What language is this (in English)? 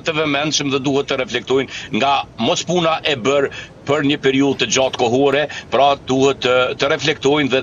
Albanian